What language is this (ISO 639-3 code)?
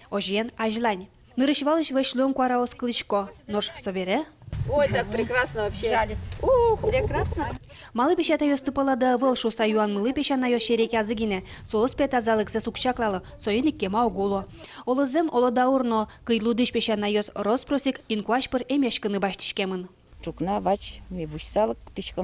udm